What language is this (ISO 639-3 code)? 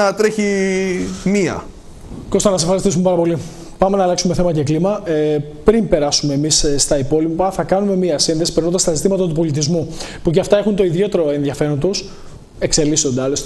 ell